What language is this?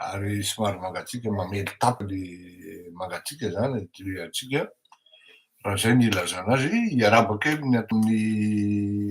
Malagasy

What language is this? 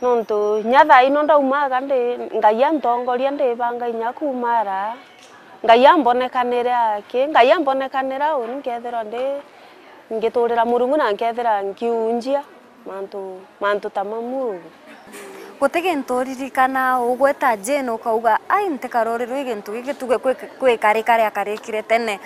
Meru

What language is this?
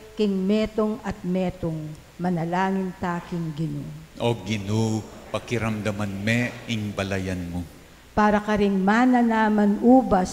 Pampanga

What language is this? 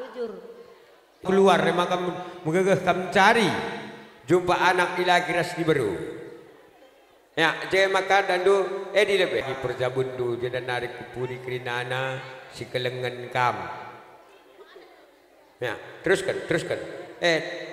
Batak Karo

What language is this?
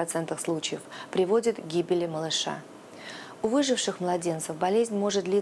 Russian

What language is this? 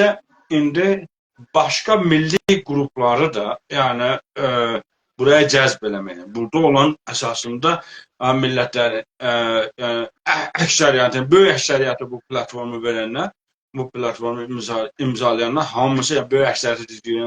South Azerbaijani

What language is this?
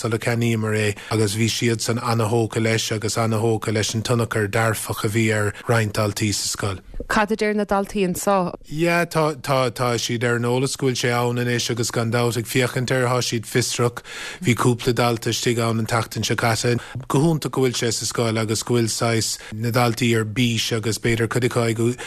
Irish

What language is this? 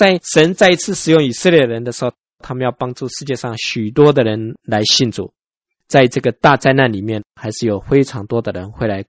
Chinese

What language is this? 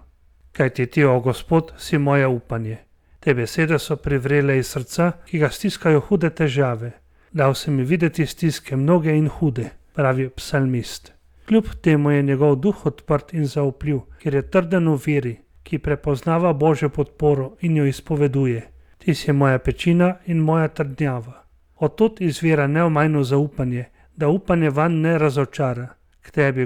Slovenian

